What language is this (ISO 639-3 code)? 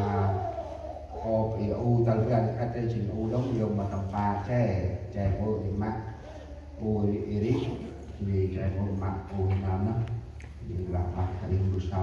cmo